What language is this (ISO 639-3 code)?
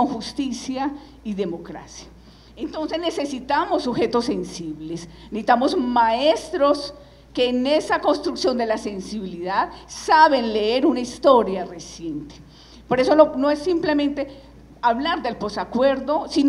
spa